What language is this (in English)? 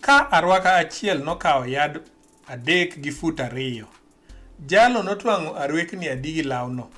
Luo (Kenya and Tanzania)